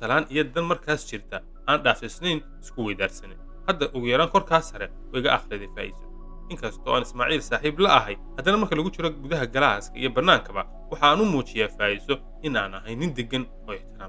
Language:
Somali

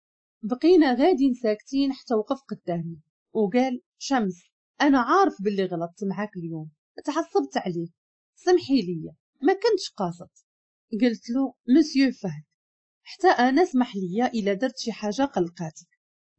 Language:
Moroccan Arabic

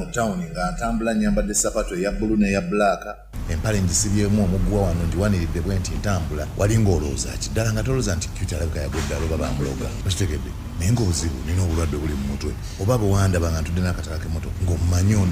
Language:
Ganda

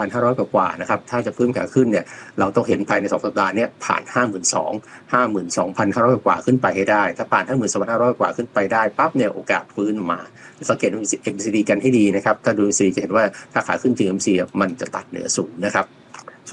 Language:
Thai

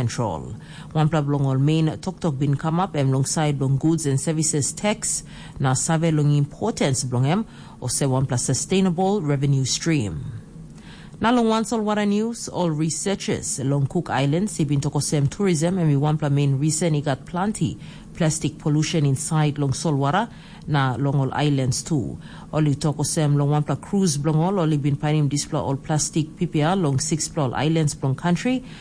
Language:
Tok Pisin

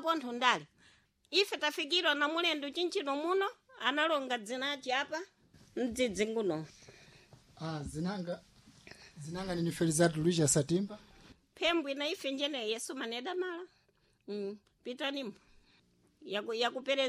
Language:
Sena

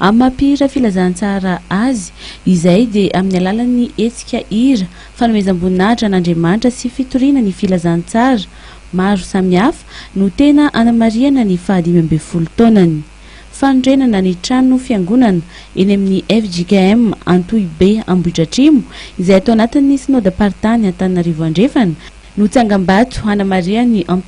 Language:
Malagasy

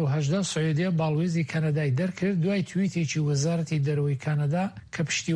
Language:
Central Kurdish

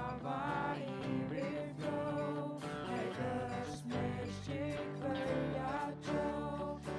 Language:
Faroese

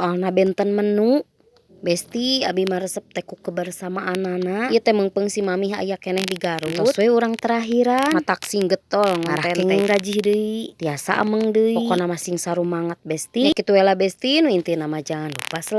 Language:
Sundanese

